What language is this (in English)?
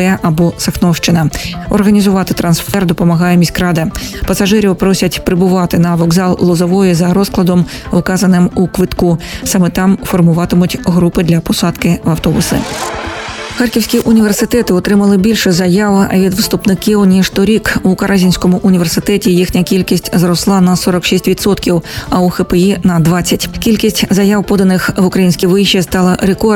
Ukrainian